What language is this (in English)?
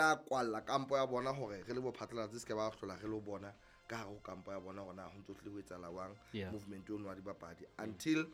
Southern Sotho